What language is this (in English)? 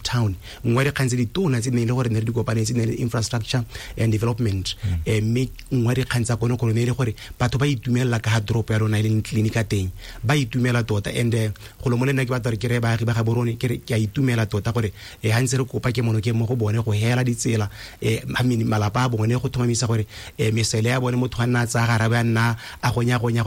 Tswana